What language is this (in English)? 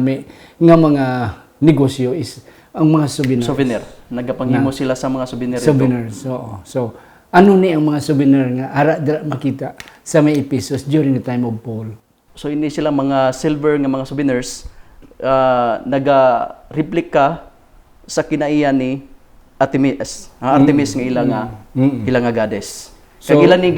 Hiligaynon